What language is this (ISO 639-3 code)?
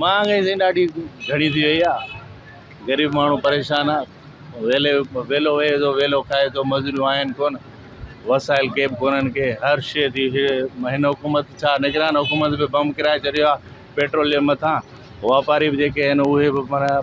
snd